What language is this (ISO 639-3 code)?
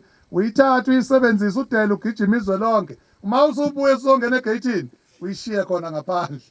zul